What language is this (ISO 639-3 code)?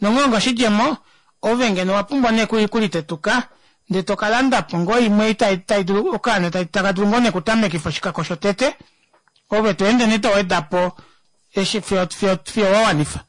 kua